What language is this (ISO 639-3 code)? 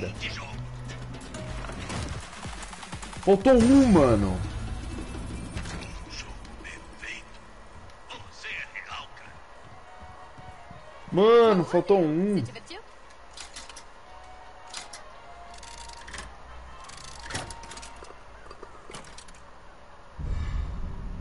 por